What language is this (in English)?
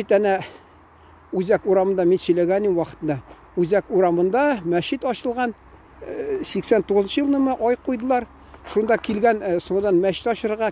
Tatar